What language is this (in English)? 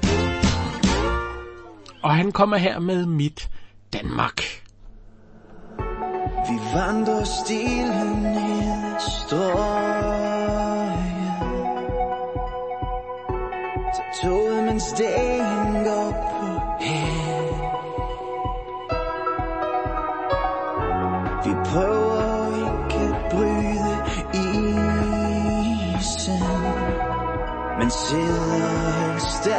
Danish